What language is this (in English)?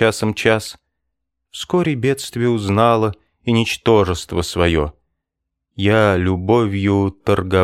Russian